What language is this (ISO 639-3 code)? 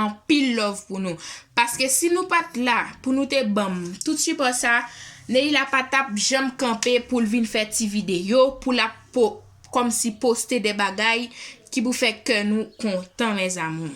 hat